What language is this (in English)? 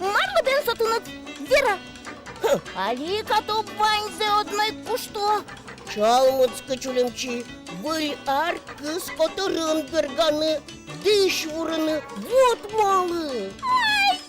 Udmurt